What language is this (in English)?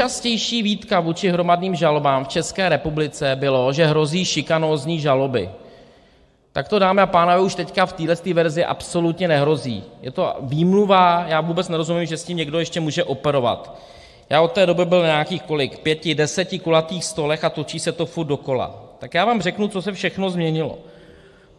Czech